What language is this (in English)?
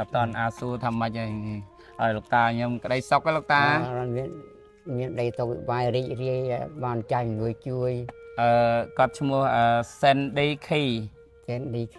Khmer